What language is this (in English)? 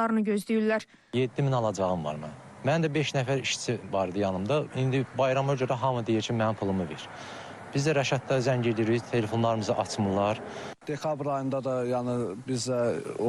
Azerbaijani